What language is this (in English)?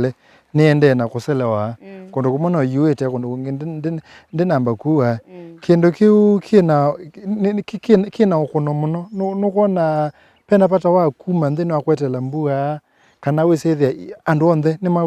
Kamba